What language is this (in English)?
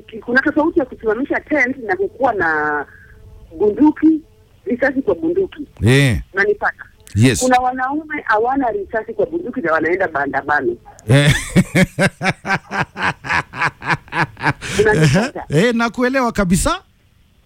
Swahili